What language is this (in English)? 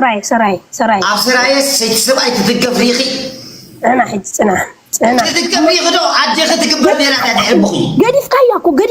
Tigrinya